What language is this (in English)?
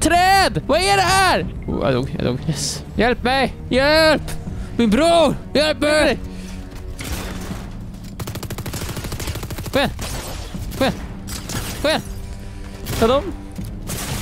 Swedish